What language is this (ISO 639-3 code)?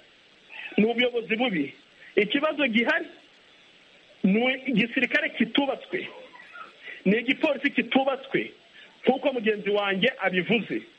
kin